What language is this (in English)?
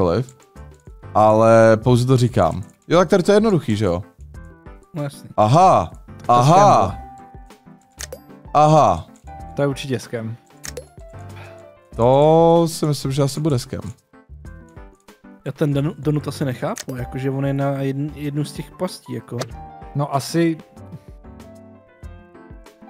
Czech